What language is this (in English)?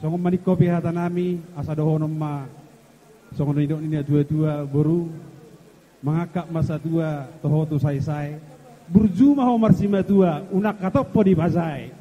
Batak Toba